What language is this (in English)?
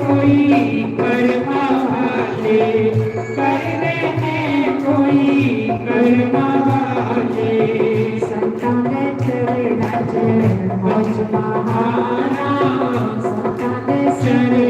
Dogri